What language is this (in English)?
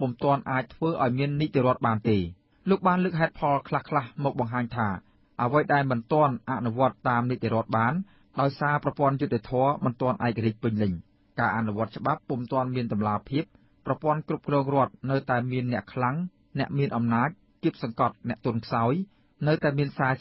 Khmer